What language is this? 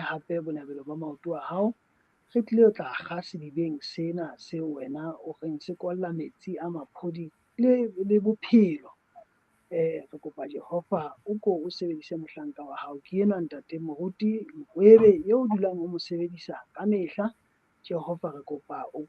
Southern Sotho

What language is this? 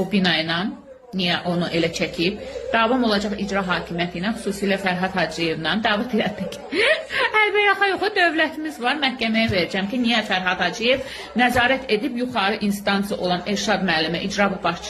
Azerbaijani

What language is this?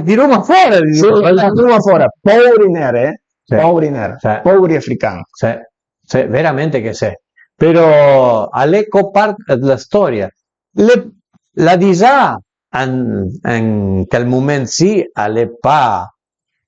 Piedmontese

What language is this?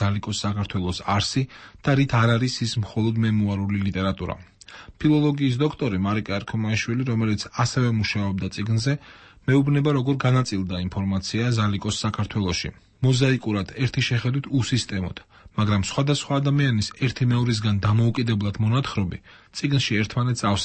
Georgian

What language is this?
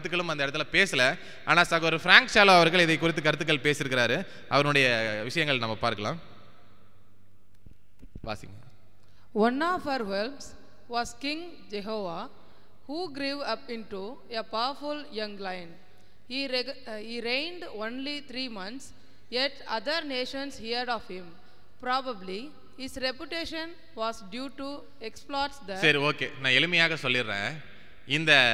Tamil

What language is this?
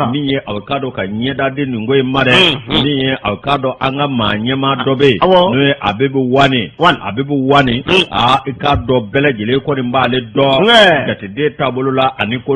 Bambara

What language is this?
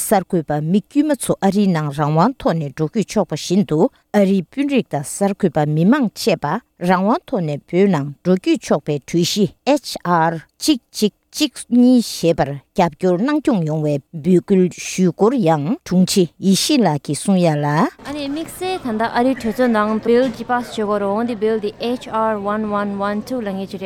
Tibetan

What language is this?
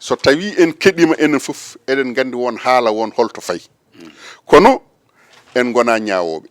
Fula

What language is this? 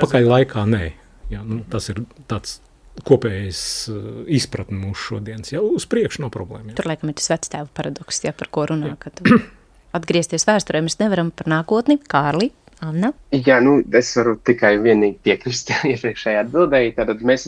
Latvian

